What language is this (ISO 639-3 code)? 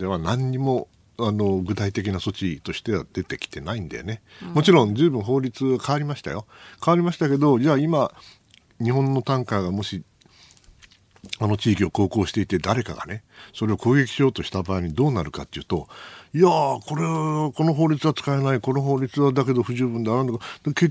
jpn